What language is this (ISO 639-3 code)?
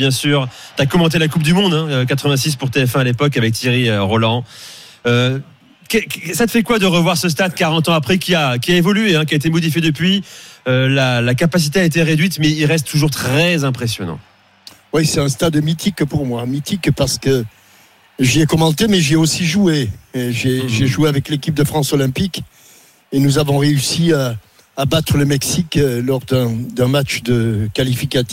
fra